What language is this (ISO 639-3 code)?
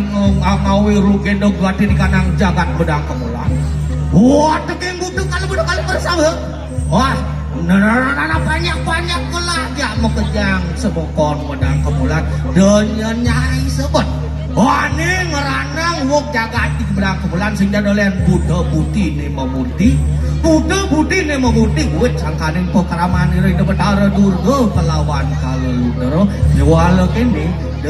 ban